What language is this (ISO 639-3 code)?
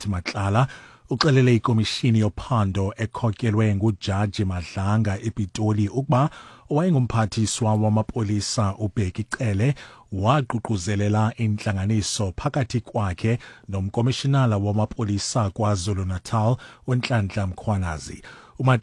xho